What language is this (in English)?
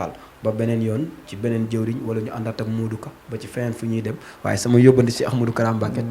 Wolof